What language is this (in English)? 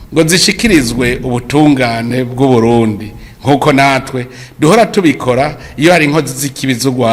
Rundi